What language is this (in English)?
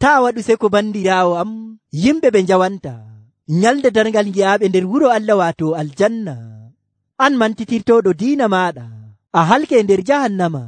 Nigerian Fulfulde